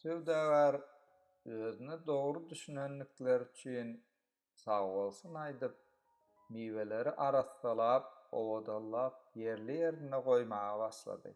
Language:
Turkmen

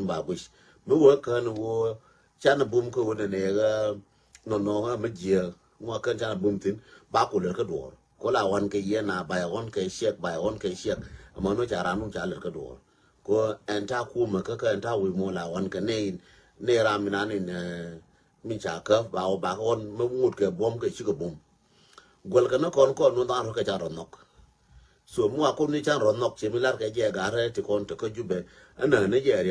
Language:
Nuer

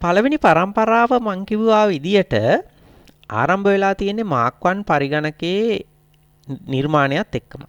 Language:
Sinhala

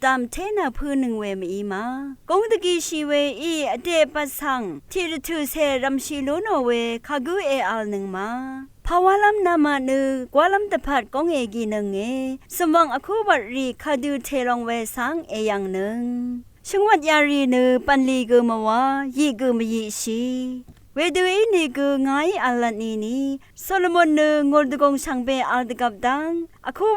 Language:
Rawang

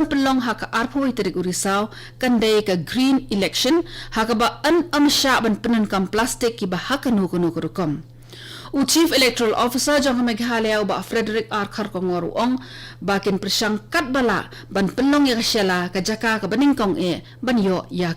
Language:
Khasi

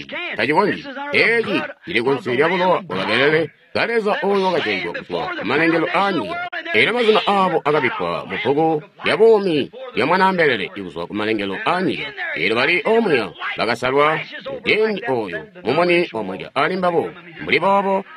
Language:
Tonga (Zambia)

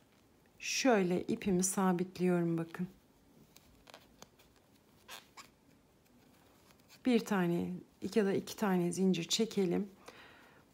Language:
Turkish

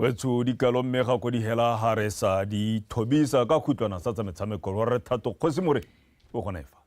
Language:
Tswana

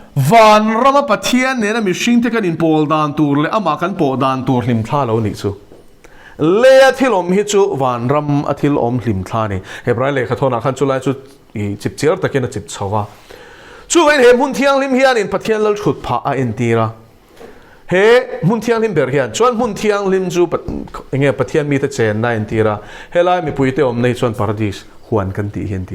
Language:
Mizo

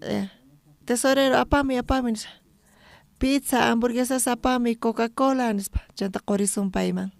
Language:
South Bolivian Quechua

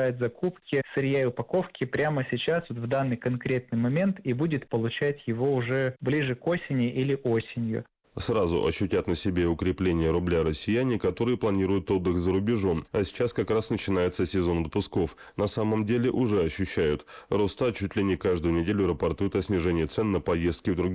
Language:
Russian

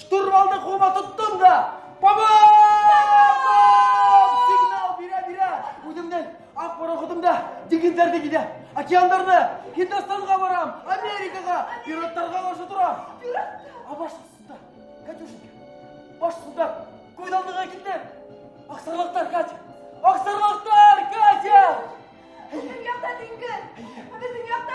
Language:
Bashkir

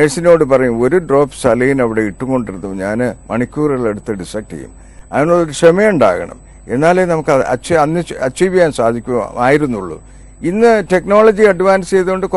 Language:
Malayalam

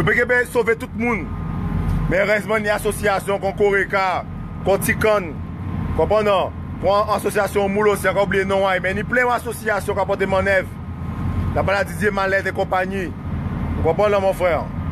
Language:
Guadeloupean Creole French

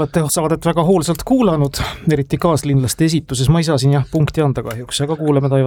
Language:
Estonian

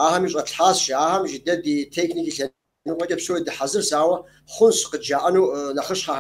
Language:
Kabardian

